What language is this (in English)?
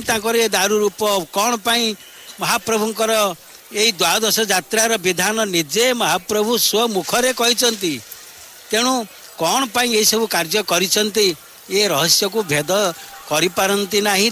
Odia